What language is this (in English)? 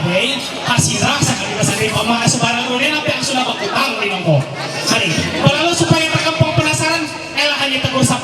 Ma'anyan